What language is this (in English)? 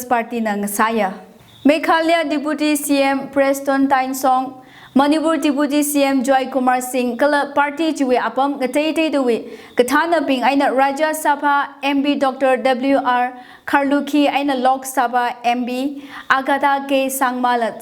Tangkhul Naga (India)